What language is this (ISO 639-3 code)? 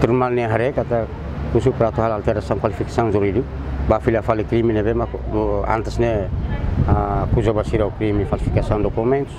tet